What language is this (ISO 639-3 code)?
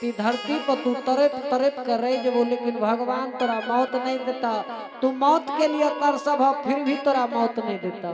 anp